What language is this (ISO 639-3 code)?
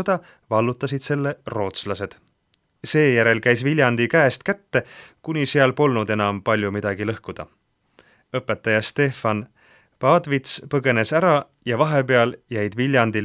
est